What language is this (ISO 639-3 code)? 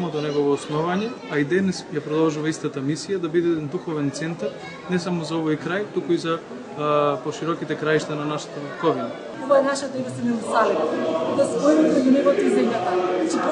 mkd